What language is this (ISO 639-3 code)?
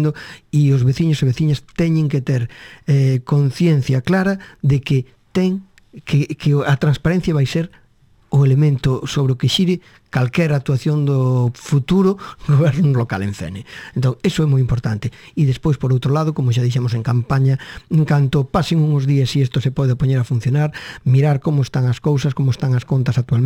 glg